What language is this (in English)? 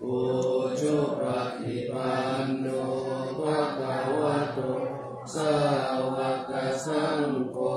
Pali